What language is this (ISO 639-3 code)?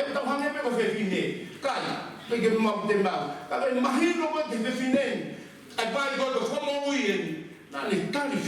ton